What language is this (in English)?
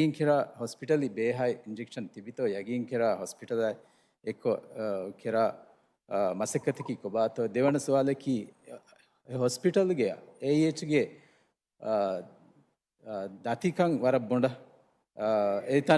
Divehi